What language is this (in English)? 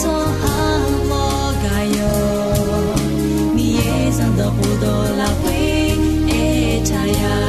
Akha